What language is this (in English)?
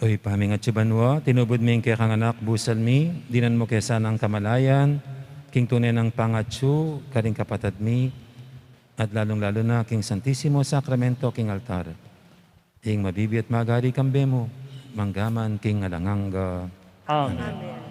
Pampanga